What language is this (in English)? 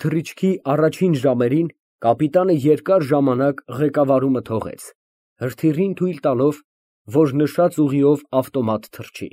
Armenian